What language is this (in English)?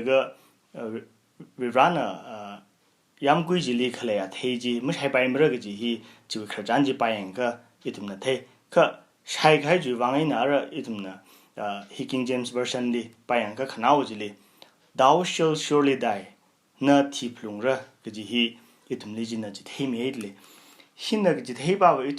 Tangkhul Naga (India)